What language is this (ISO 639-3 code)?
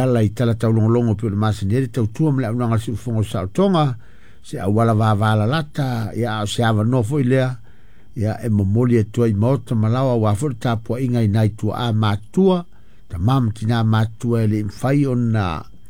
smo